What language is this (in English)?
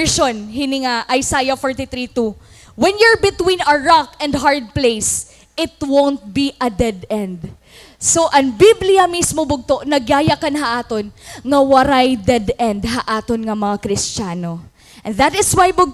Waray